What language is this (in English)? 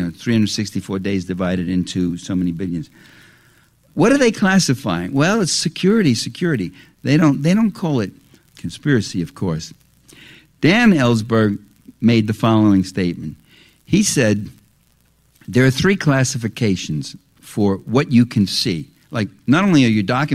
English